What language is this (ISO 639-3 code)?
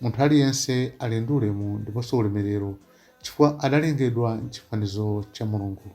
nya